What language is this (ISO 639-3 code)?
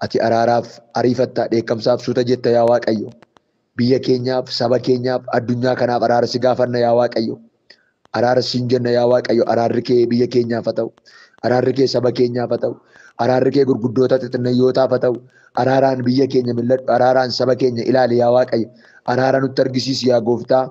orm